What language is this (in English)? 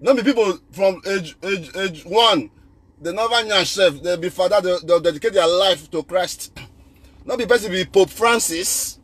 Nigerian Pidgin